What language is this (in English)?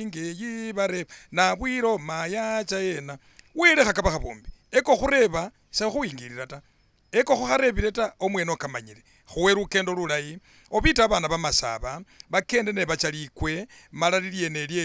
Masaaba